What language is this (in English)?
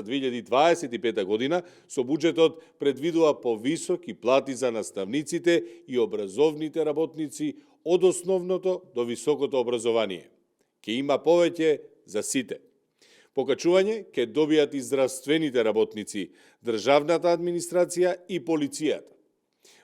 Macedonian